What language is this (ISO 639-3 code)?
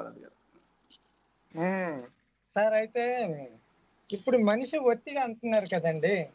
tel